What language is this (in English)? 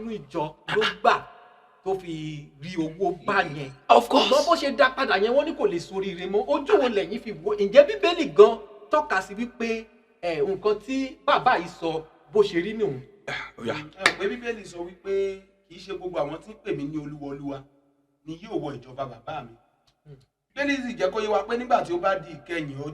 Yoruba